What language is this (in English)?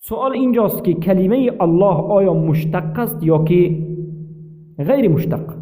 Persian